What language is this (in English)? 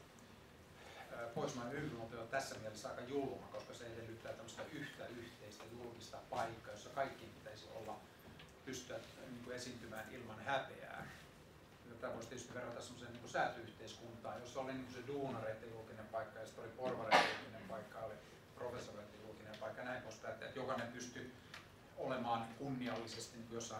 Finnish